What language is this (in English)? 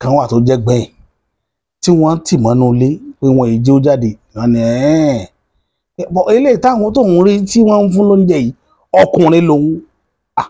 Yoruba